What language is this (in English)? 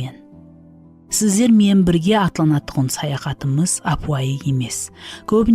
Kara-Kalpak